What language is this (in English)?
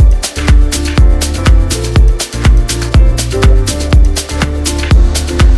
Basque